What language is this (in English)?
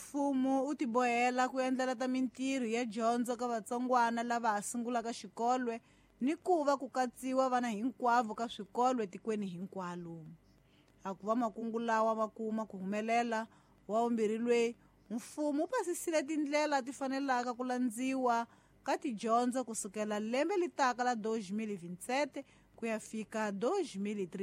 Tsonga